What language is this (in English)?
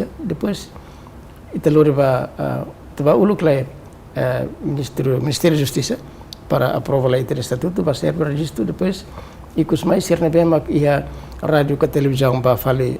Tetum